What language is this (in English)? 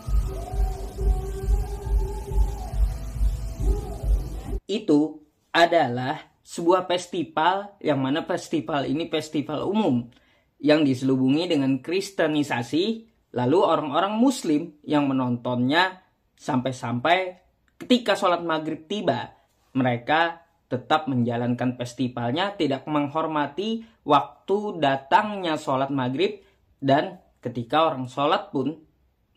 Indonesian